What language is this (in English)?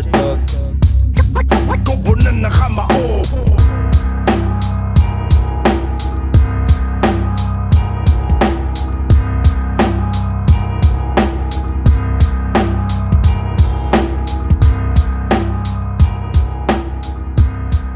Filipino